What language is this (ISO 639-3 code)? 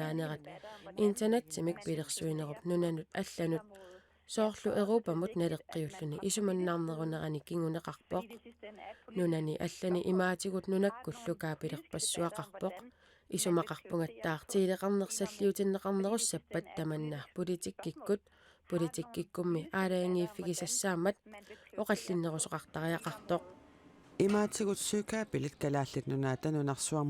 kal